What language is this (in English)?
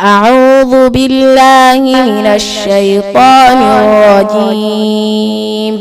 Fula